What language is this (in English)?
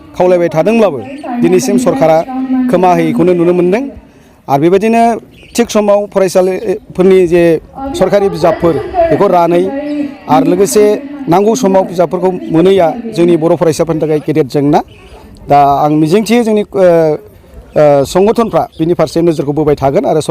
Bodo